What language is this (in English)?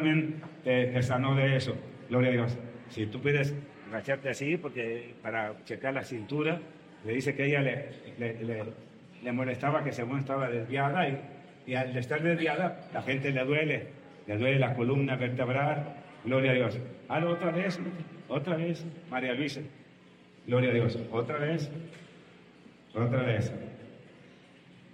Spanish